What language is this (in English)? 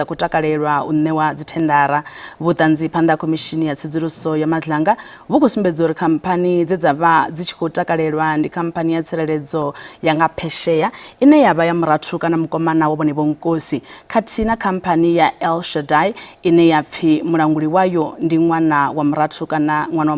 Venda